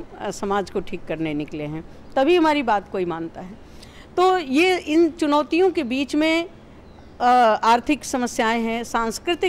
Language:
Hindi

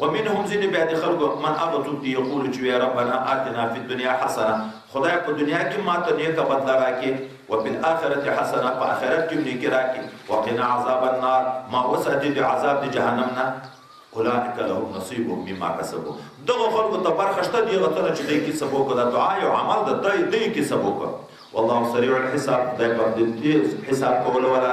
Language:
Pashto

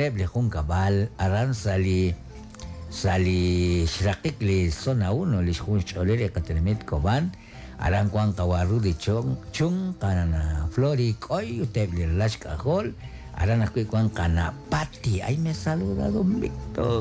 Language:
Kekchí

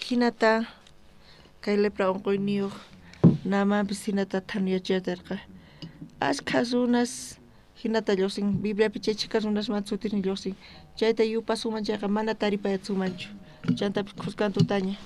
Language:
South Bolivian Quechua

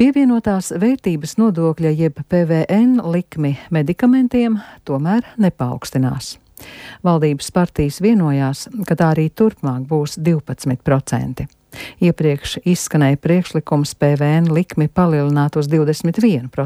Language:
Latvian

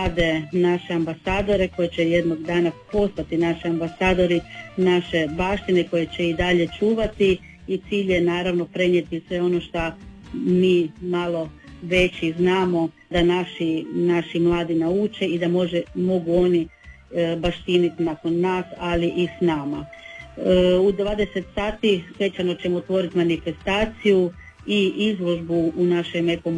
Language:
Croatian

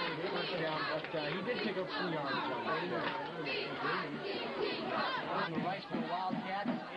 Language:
English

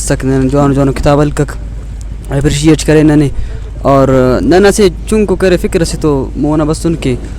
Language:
Brahui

